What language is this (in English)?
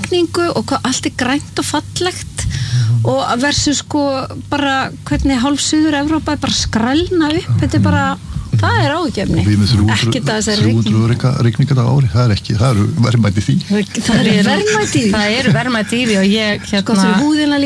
Icelandic